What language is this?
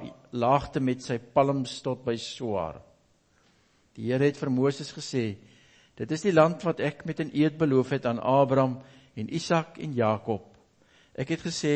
Afrikaans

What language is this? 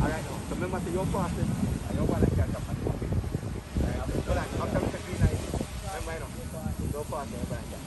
Jamaican Creole English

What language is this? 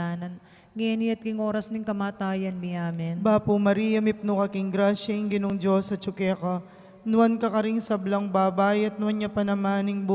Pampanga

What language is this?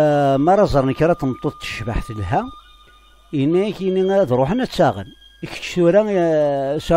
Kabyle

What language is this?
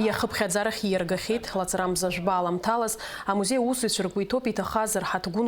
Abkhazian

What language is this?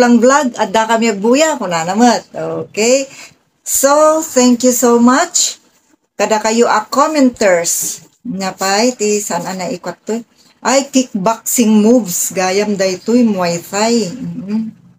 Iloko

